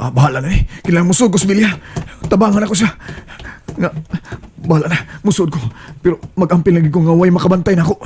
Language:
Cebuano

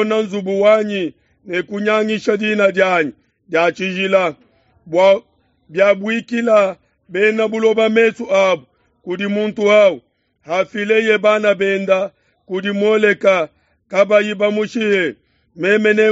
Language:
Luba-Lulua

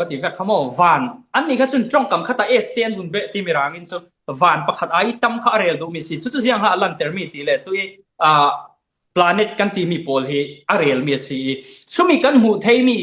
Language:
Falam Chin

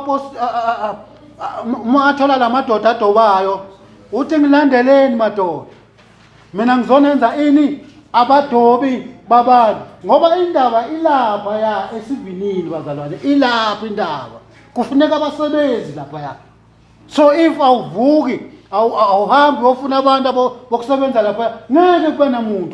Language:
Zulu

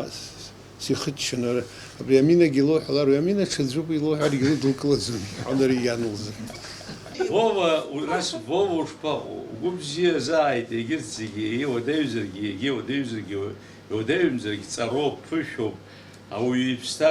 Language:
Abkhazian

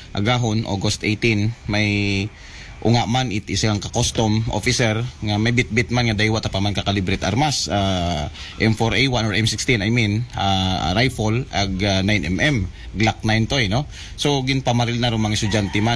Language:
Aklanon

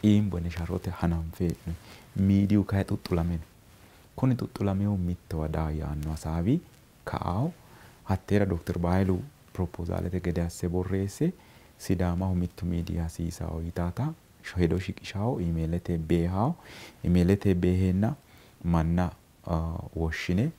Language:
Sidamo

